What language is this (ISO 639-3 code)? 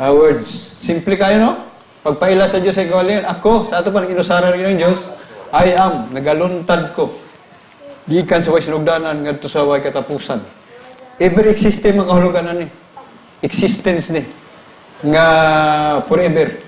ceb